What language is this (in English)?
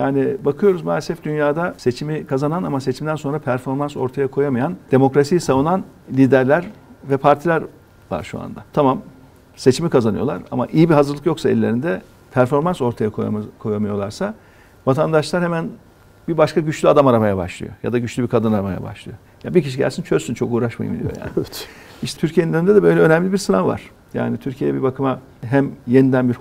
Turkish